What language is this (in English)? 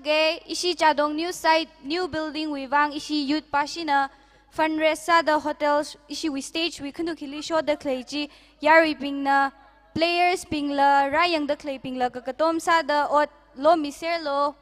Tangkhul Naga (India)